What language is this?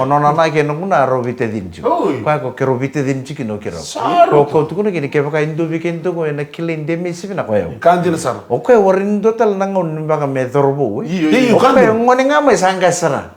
Fijian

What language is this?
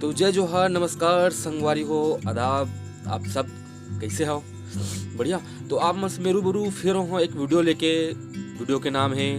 Chhattisgarhi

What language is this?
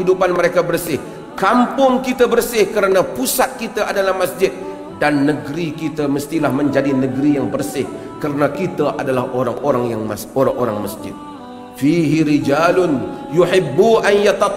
Malay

